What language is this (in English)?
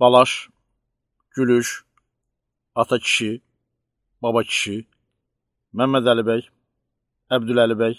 Azerbaijani